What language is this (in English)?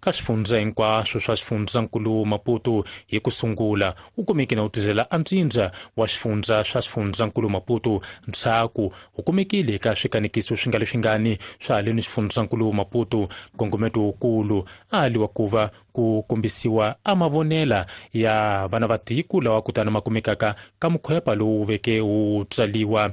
Tsonga